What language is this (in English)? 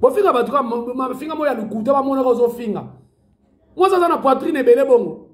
Lingala